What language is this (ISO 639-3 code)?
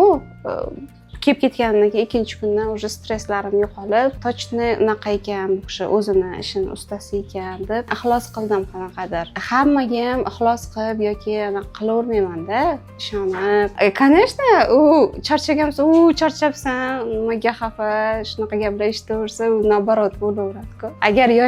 uzb